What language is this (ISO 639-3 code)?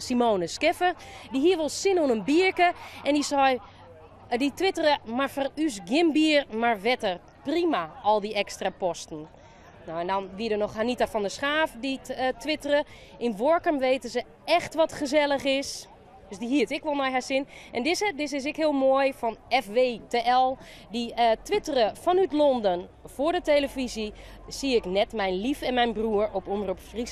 fry